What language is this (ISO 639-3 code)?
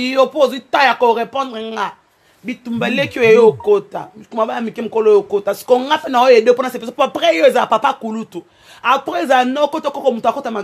lin